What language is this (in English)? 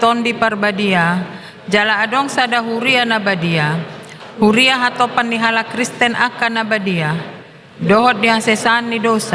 Batak Toba